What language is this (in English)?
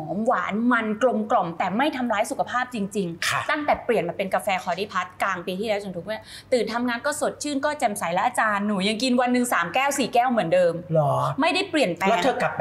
Thai